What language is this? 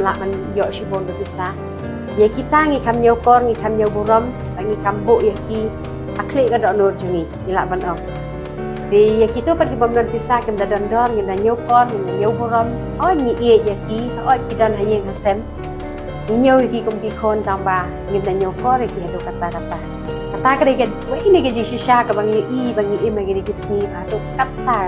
Khasi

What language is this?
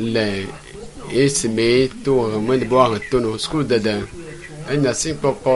Ewe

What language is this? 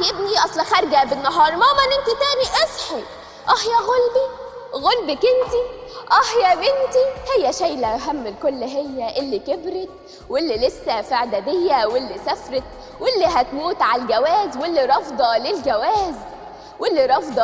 Egyptian Arabic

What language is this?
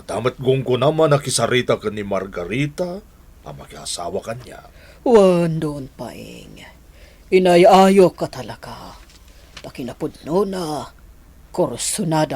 Iloko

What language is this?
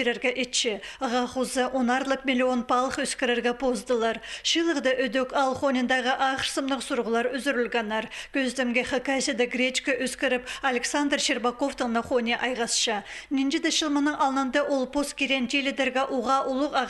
Khakas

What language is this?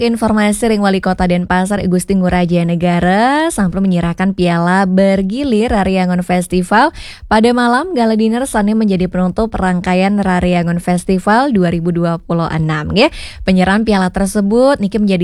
Balinese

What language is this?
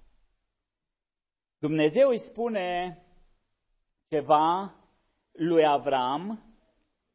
Romanian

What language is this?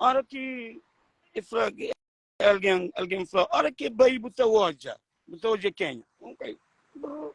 Kabuverdianu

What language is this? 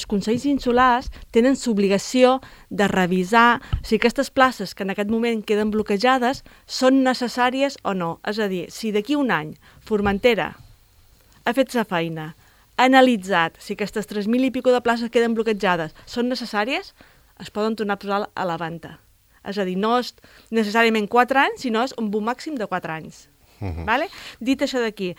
Catalan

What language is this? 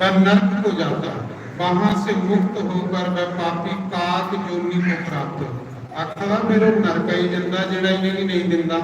Dogri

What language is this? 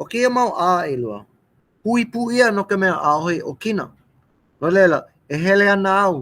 Hawaiian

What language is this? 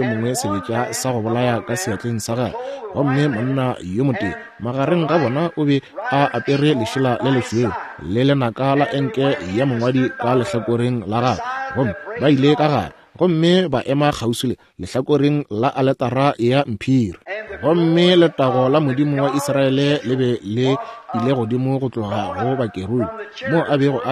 Northern Sotho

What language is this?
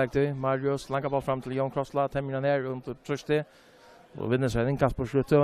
Faroese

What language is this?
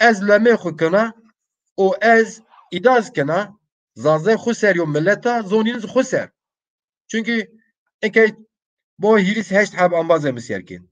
Zaza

